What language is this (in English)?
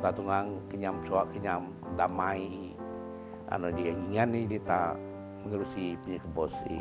Biatah Bidayuh